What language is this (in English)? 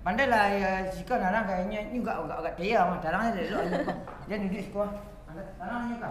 Minangkabau